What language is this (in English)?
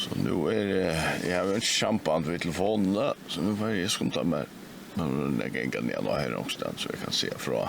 Faroese